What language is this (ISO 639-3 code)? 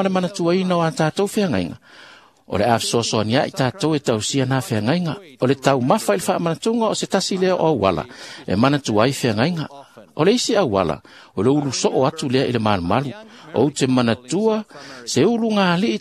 smo